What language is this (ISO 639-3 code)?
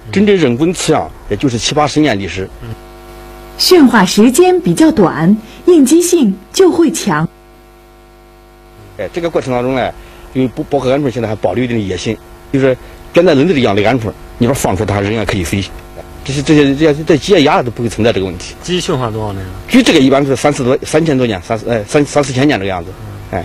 zho